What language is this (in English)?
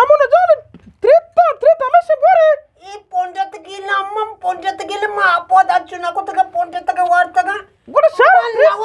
Eastern Balochi